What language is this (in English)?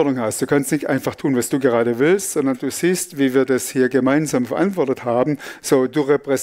Swiss German